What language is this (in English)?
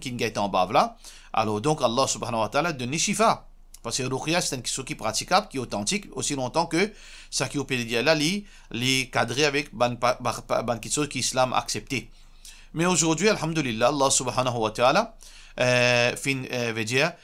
Morisyen